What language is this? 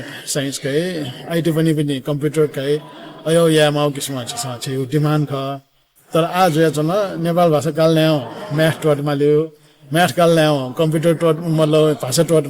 Newari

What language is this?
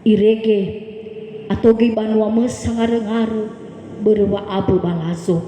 Nias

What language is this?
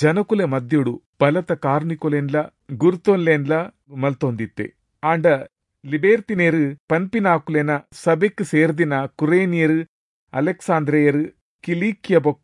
Tulu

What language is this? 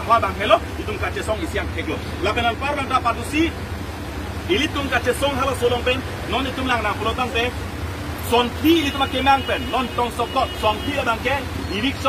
Karbi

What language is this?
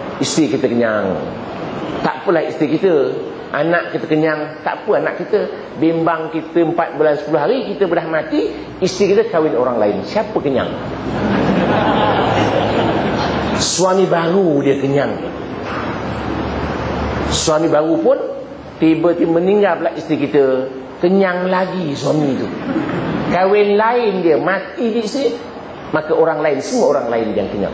Malay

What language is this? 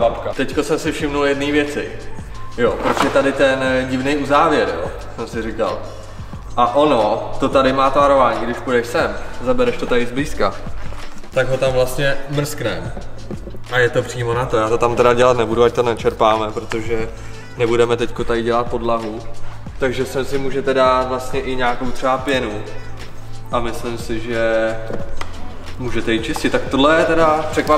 Czech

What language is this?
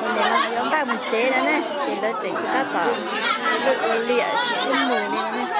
Hmong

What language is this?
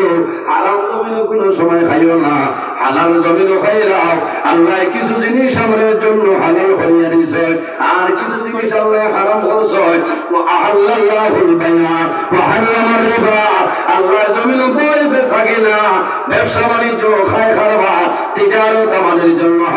Sylheti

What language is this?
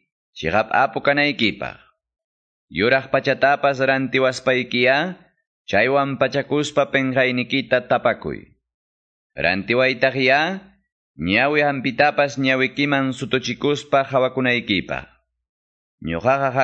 Quechua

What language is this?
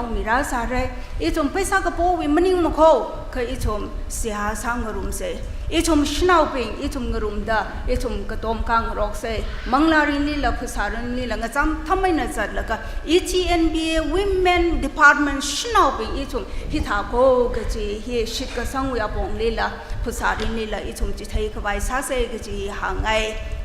Tangkhul Naga (India)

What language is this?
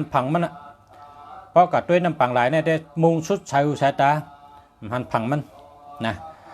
Shan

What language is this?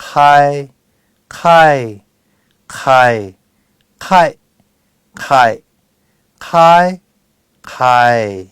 Lahu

